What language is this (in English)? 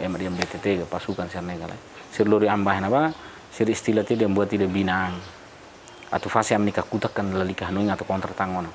Tetum